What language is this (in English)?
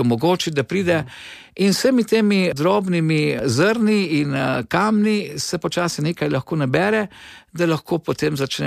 Slovenian